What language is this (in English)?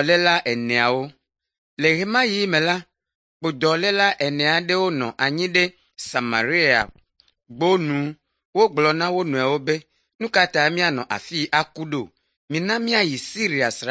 Ewe